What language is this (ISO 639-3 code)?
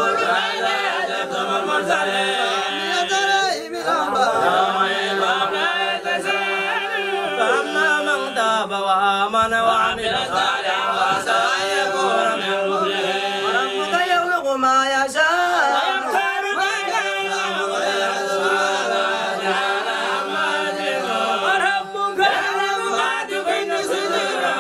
ara